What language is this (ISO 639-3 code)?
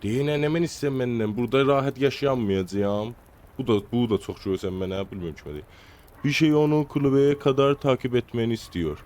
azb